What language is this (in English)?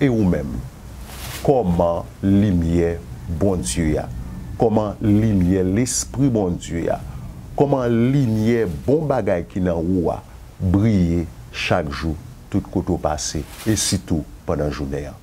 Haitian Creole